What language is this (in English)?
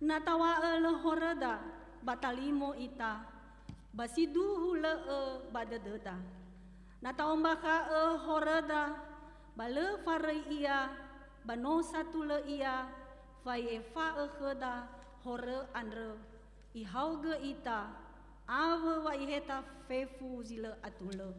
Nias